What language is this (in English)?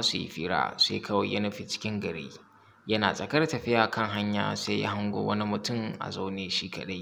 Hausa